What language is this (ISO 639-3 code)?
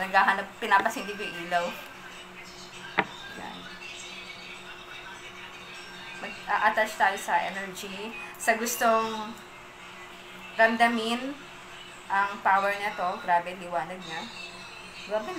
fil